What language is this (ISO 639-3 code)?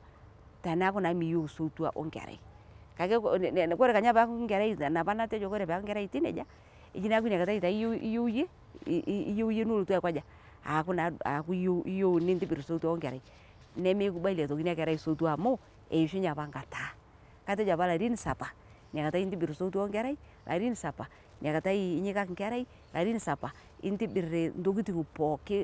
mas